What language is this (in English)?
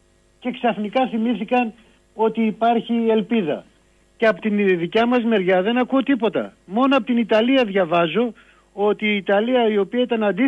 Greek